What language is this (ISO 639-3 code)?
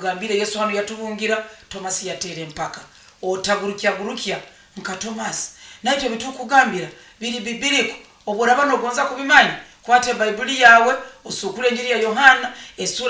nyo